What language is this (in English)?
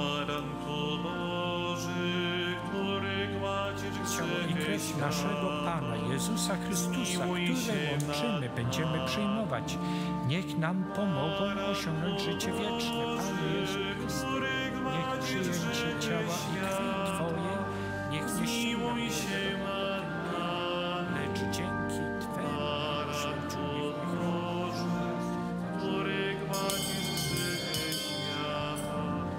Polish